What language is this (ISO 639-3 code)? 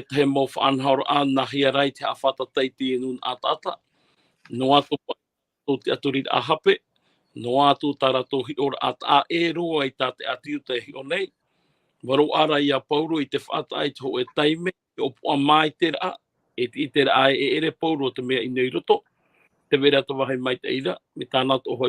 tah